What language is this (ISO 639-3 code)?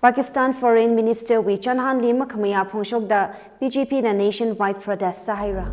nmf